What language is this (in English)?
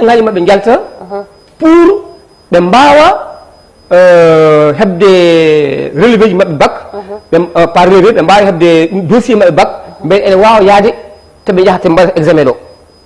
Fula